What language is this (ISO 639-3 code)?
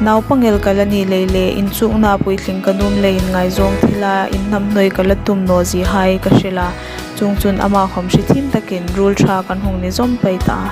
hmr